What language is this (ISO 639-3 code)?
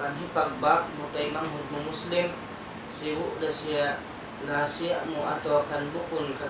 tsg